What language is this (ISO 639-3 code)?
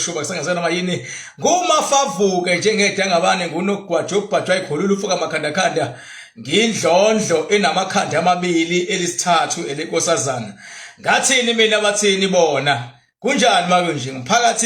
zul